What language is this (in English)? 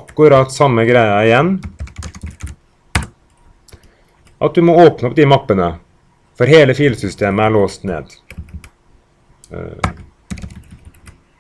Norwegian